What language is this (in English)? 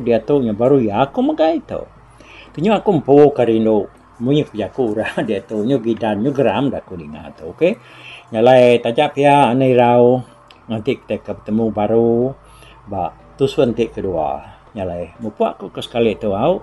Iban